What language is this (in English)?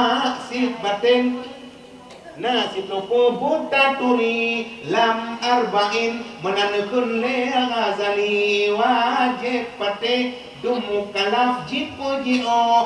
Achinese